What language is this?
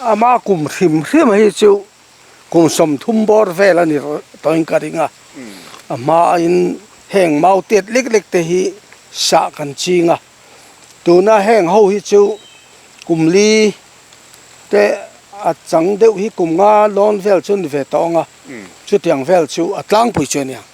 Mizo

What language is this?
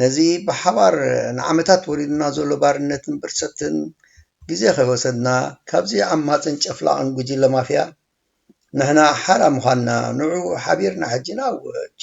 Tigrinya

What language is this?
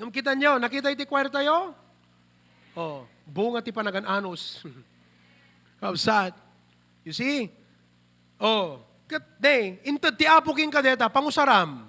Iloko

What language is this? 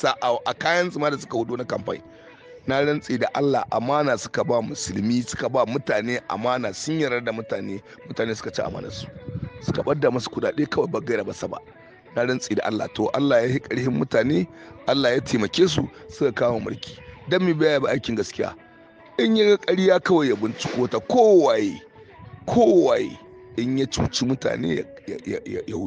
Hausa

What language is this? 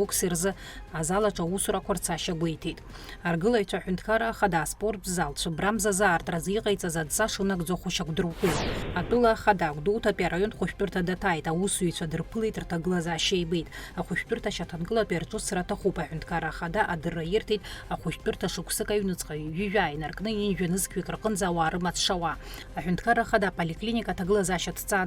Abkhazian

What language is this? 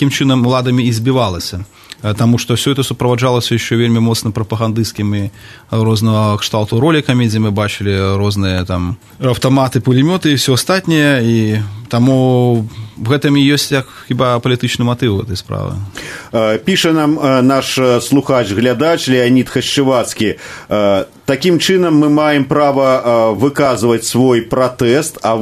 Belarusian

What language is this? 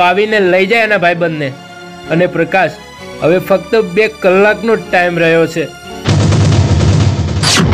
Gujarati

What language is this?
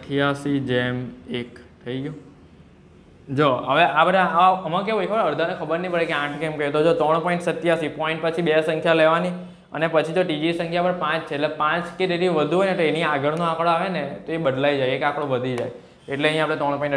Gujarati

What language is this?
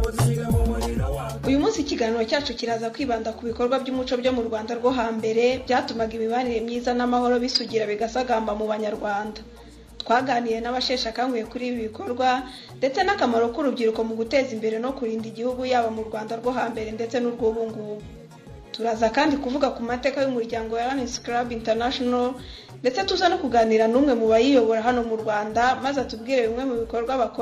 Kinyarwanda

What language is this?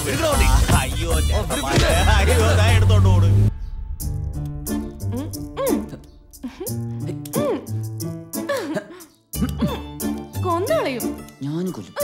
Malayalam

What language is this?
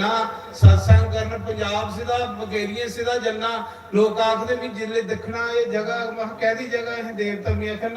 Dogri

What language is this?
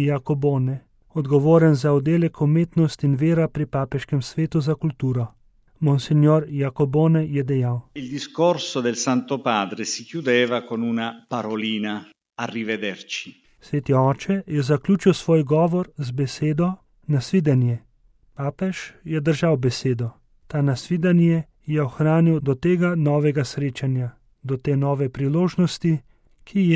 Slovenian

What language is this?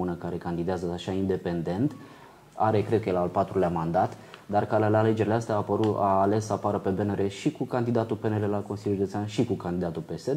Romanian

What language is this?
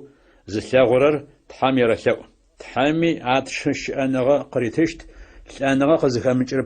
Adyghe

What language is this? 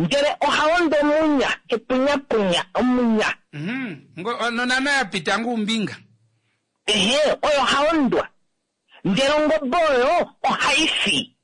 Kuanyama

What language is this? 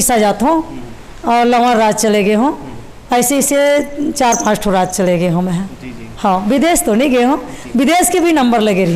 Chhattisgarhi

